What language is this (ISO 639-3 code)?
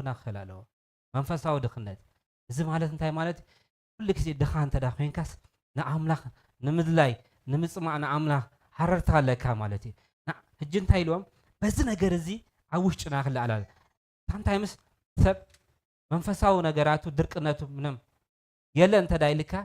tir